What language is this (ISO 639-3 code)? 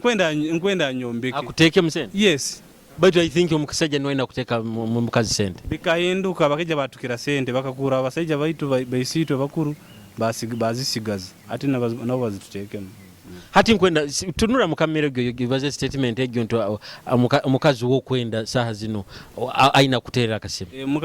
nyo